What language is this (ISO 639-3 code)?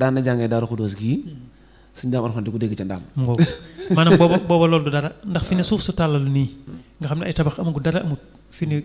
wol